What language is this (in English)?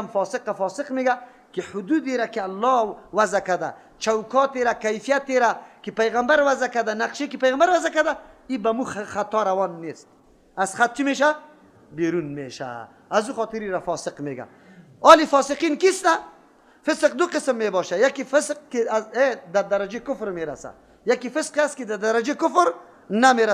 Persian